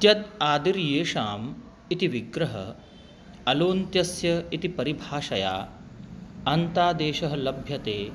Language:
Sanskrit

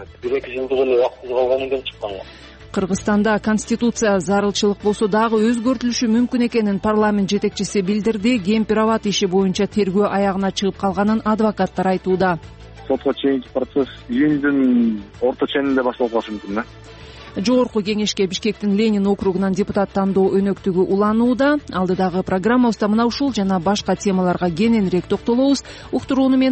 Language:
Kyrgyz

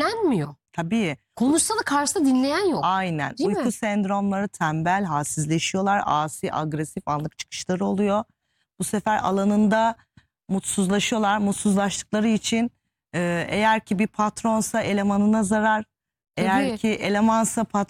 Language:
Turkish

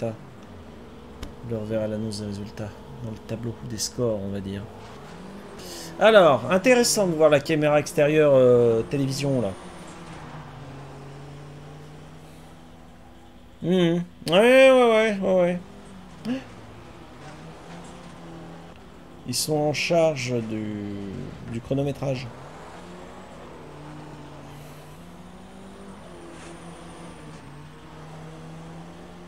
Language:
French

